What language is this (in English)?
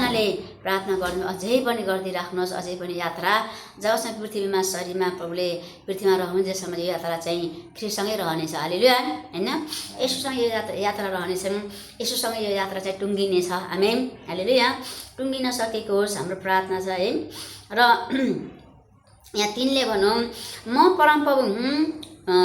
Nepali